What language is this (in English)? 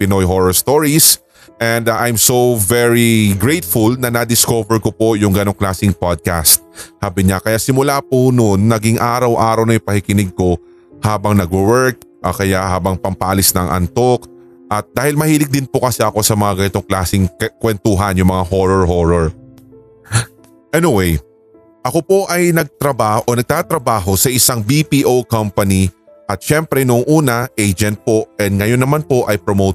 Filipino